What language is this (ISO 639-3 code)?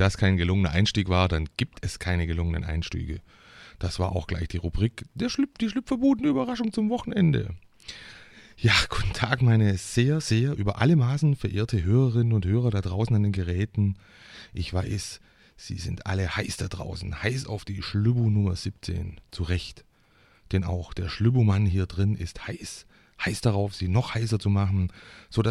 deu